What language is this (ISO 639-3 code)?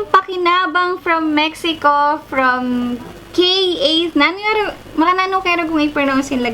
pam